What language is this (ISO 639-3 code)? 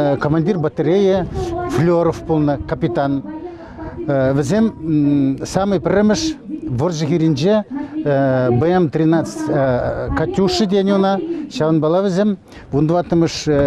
chv